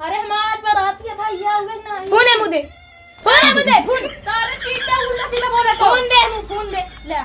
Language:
Awadhi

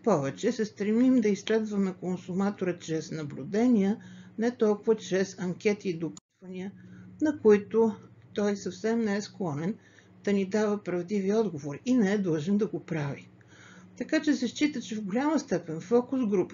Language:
Bulgarian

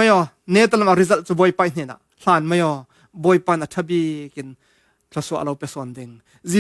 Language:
Falam Chin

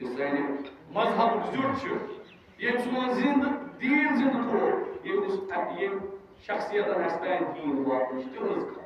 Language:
Kashmiri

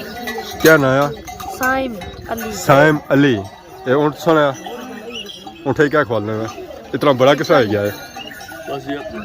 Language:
Pahari-Potwari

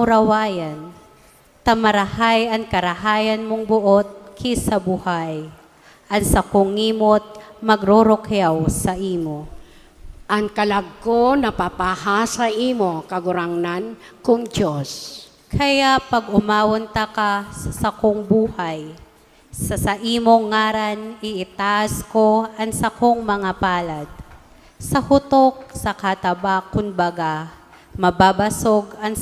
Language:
Bikol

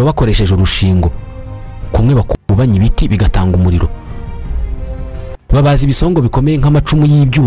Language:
Kinyarwanda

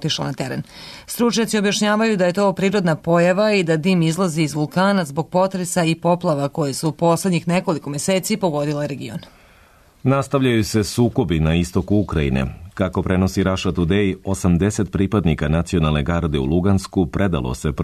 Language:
Serbian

